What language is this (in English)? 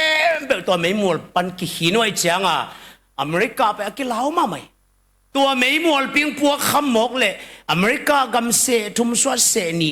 Tedim Chin